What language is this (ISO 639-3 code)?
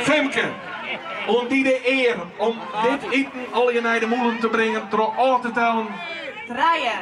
fry